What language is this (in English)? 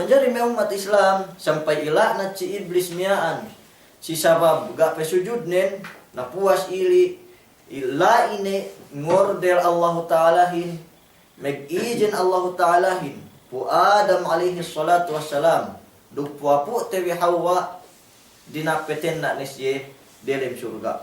Yakan